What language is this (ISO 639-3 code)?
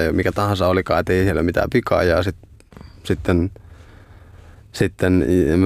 fin